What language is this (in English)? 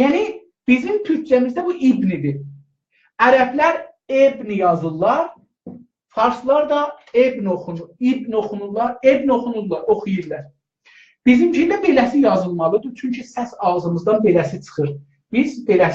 South Azerbaijani